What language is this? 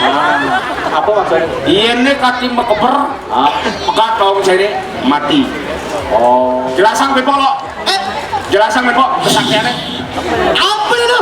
Balinese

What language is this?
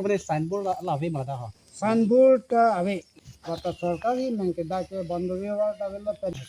Karbi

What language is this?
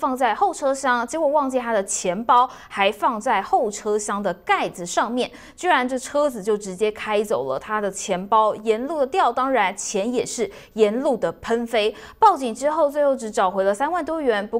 Chinese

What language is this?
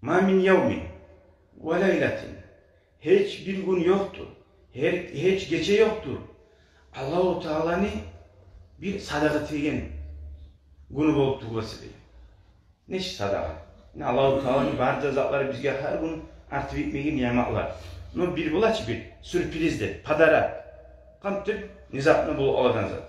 Kumyk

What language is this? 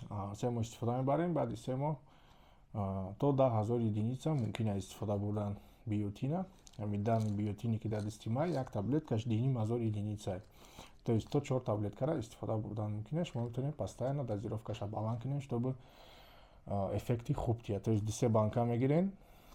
Tajik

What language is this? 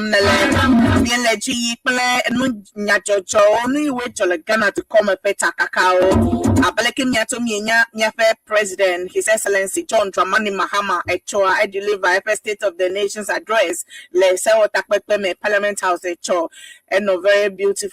Ewe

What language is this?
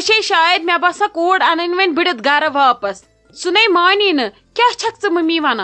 Kashmiri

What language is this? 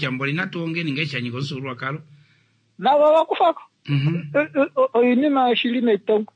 Kuanyama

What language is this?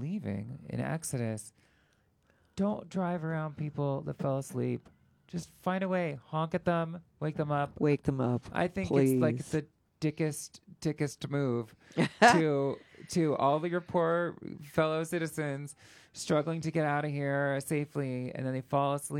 English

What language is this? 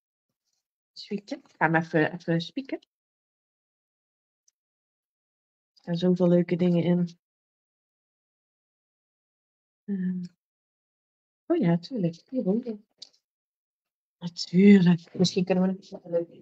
Dutch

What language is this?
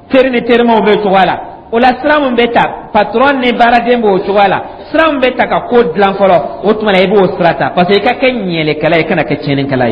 Dyula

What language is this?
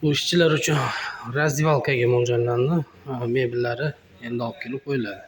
Uzbek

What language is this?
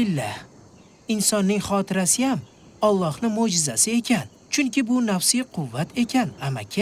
Uzbek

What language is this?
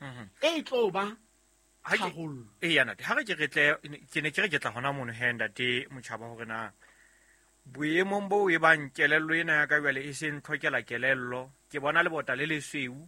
Southern Sotho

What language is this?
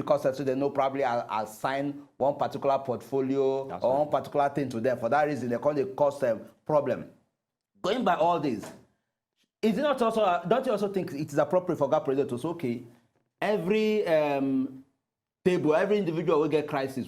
Nigerian Pidgin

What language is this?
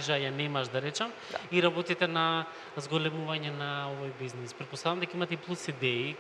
Macedonian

